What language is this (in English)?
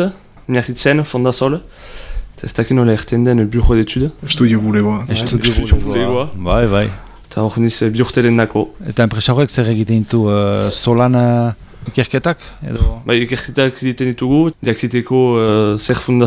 Basque